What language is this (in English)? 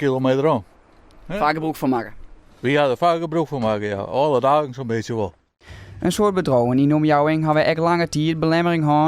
Western Frisian